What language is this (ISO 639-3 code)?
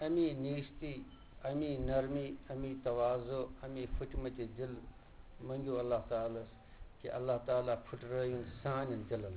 kas